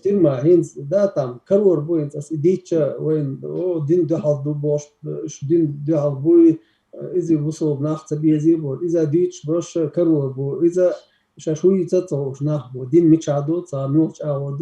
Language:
Chechen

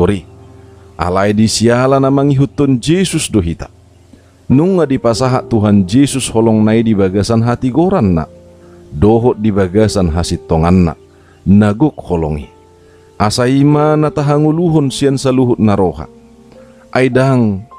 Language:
Batak Toba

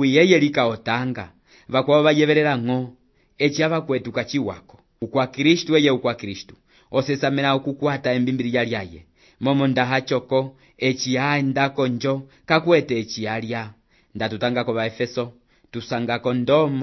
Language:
Umbundu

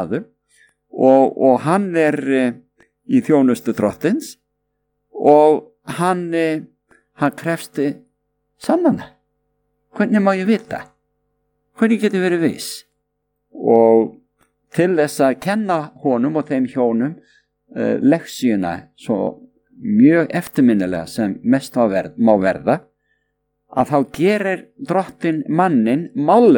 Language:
Icelandic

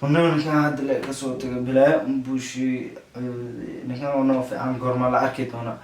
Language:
Somali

